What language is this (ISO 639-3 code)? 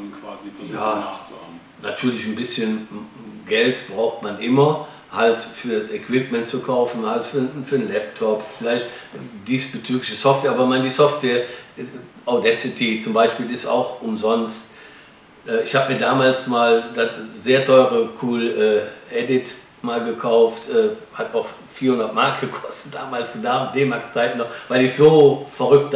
deu